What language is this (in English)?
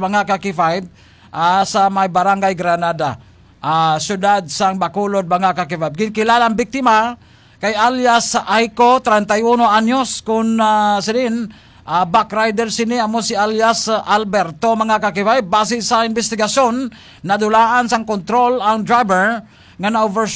Hiligaynon